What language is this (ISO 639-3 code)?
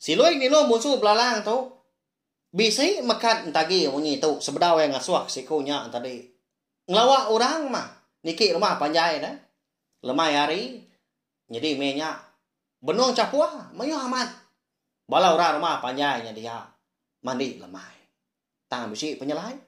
iba